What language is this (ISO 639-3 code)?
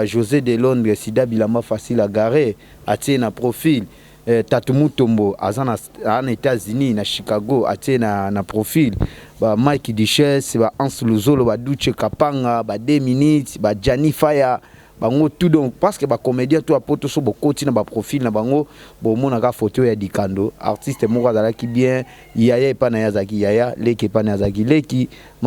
lin